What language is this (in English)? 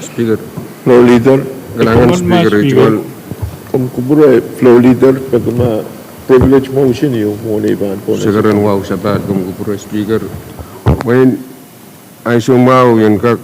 Pohnpeian